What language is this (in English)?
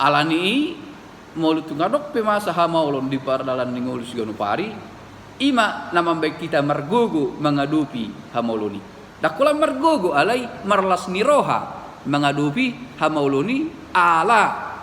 Batak Toba